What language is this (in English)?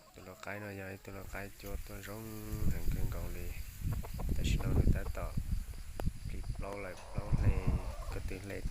Hmong